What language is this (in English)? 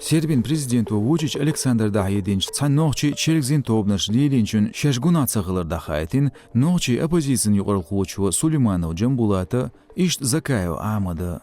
Chechen